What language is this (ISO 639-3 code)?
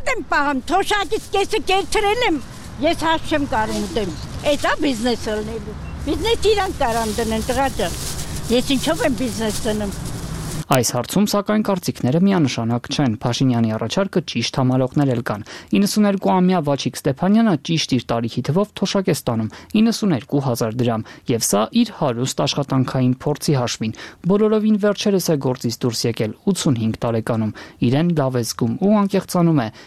hye